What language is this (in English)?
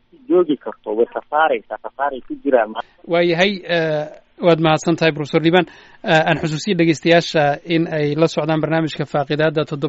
Somali